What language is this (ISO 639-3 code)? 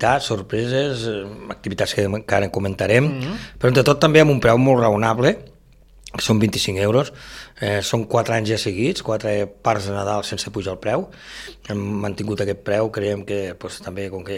cat